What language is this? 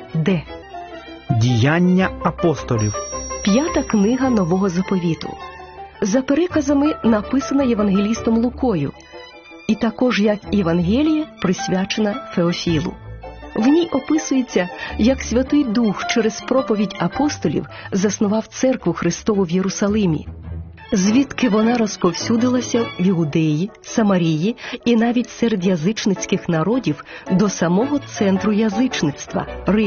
Ukrainian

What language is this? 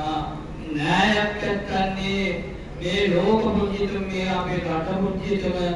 Sinhala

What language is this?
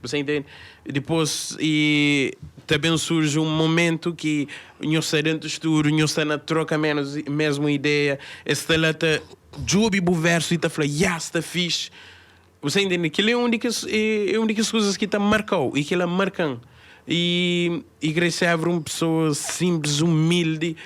Kabuverdianu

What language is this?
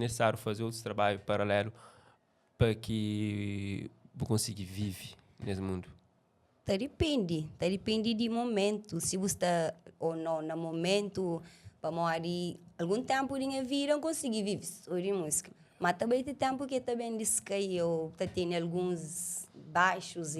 Kabuverdianu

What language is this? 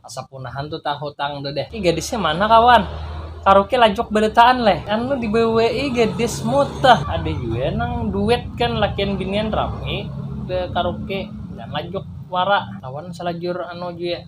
Banjar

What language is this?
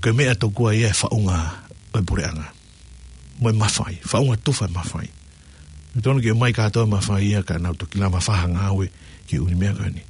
Tongan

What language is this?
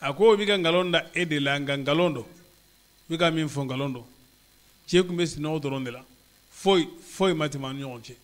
Bambara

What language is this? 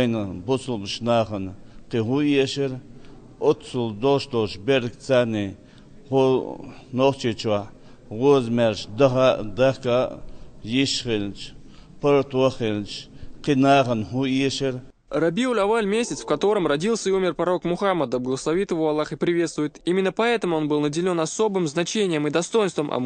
Chechen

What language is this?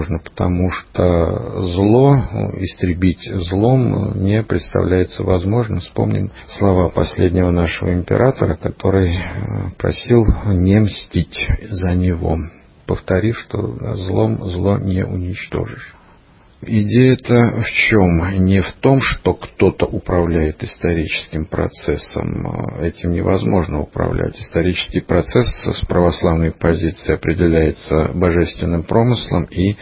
Russian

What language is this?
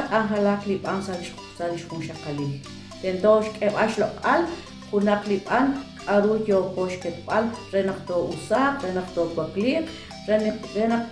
Kekchí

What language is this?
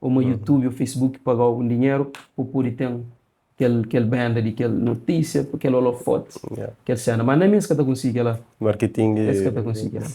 Kabuverdianu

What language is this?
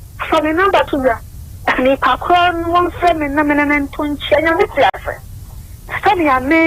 Akan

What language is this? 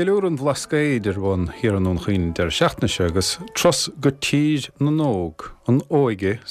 Irish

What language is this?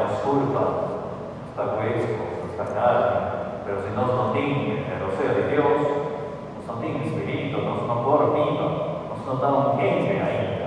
Papiamento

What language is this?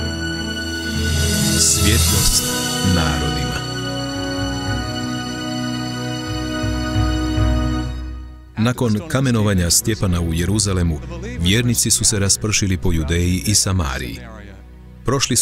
Croatian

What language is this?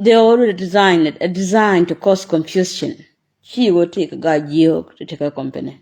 Nuer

